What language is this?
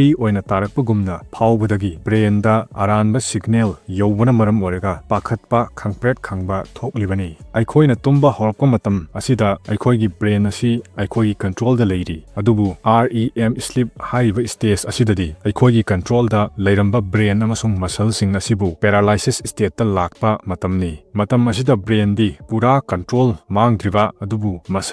Manipuri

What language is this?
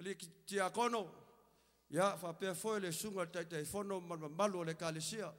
Samoan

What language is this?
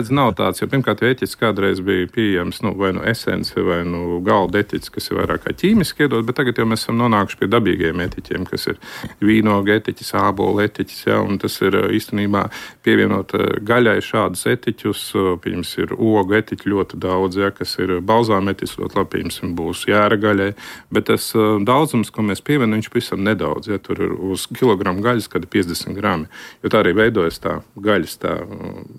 Latvian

